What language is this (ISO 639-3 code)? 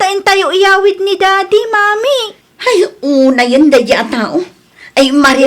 ilo